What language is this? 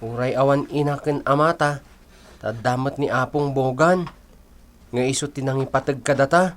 Iloko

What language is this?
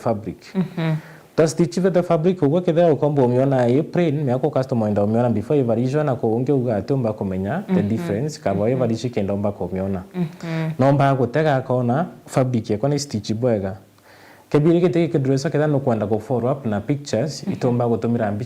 Meru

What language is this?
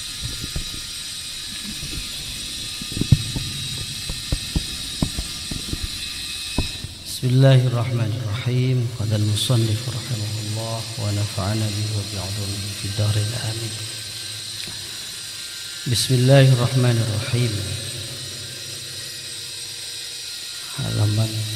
Indonesian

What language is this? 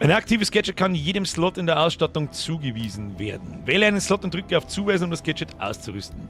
Bavarian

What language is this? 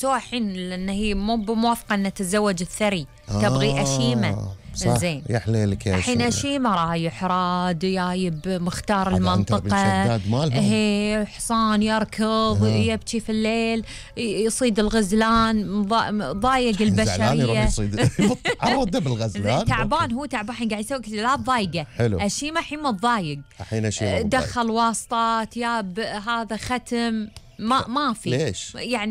Gulf Arabic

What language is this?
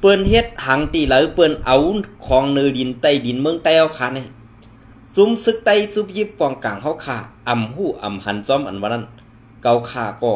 Shan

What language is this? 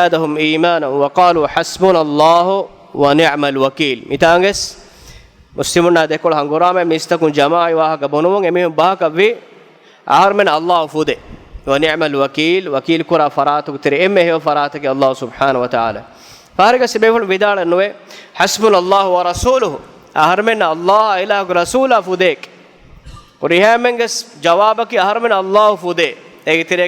Divehi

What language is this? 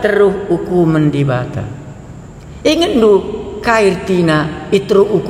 Batak Karo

